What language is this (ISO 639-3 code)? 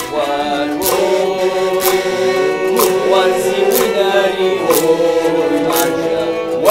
kbd